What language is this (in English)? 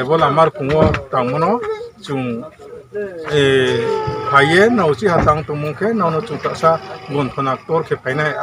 Riang (India)